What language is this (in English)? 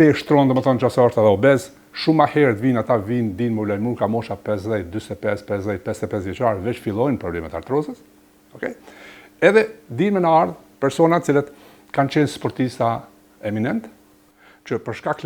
Albanian